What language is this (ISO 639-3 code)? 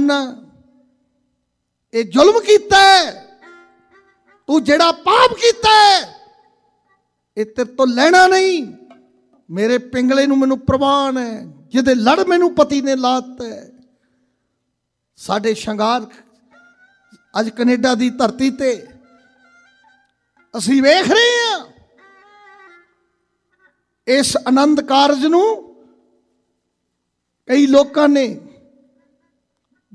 pan